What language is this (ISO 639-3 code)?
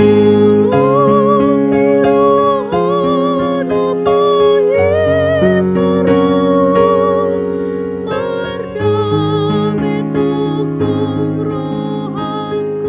bbc